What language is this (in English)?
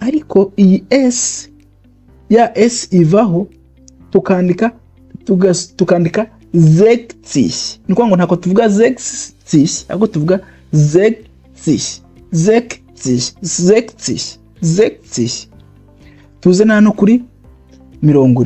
Kinyarwanda